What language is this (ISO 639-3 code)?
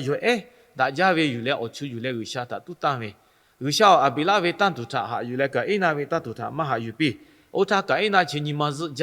lhu